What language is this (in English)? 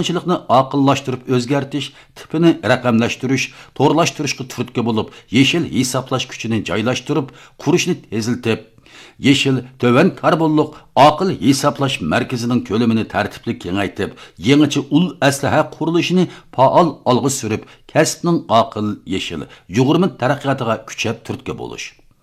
Uyghur